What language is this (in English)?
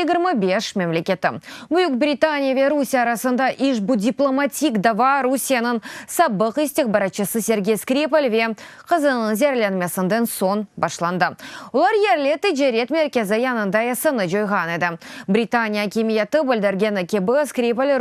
Crimean Tatar